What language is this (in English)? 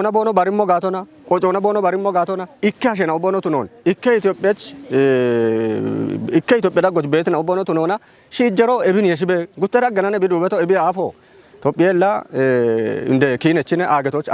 Kafa